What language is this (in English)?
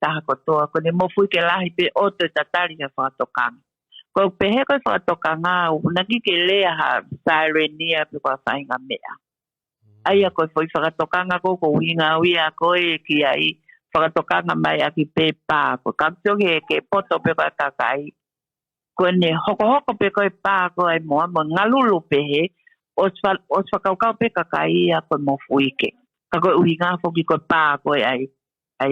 Tongan